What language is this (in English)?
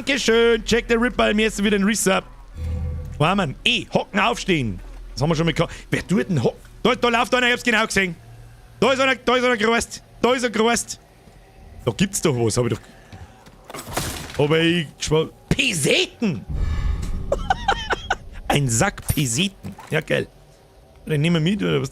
Bavarian